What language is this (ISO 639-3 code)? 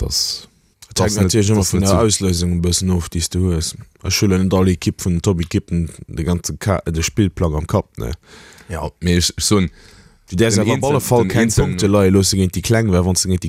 ltz